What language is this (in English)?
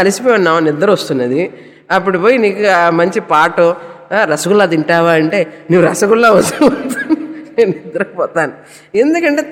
Telugu